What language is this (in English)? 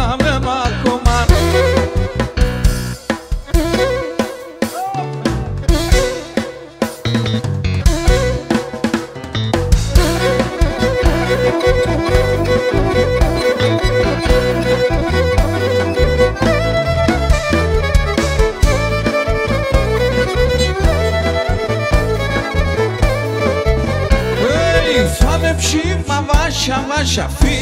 Greek